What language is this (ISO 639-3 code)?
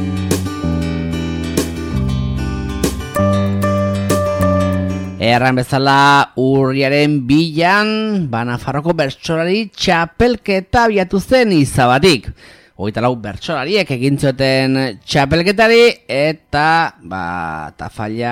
eus